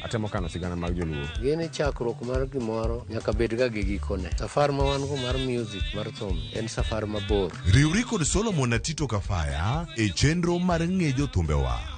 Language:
Luo (Kenya and Tanzania)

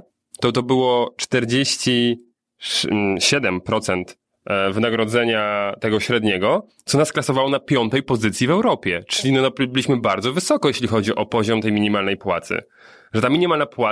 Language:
Polish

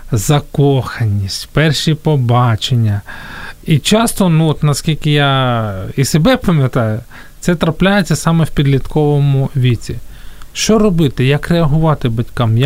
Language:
Ukrainian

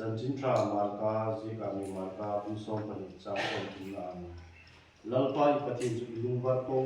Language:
Hmar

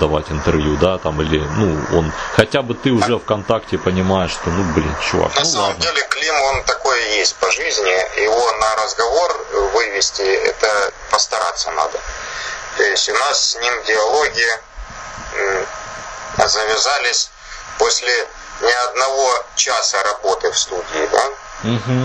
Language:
Russian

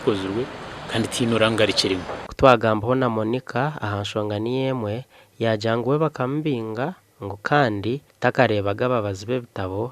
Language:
Nyankole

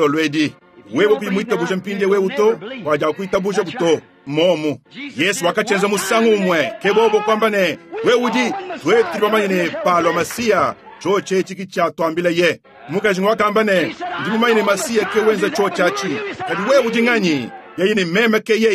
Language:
Luba-Lulua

